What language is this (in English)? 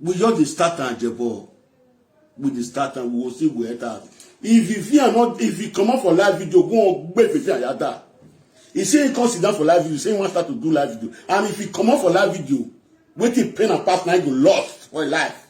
Nigerian Pidgin